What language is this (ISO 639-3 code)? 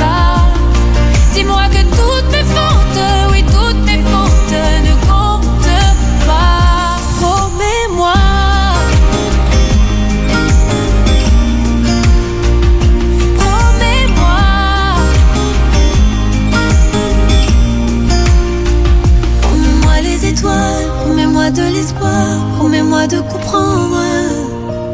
fra